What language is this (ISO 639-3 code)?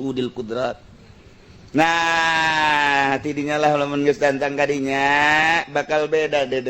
sun